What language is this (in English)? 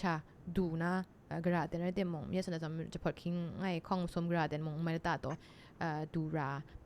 Kachin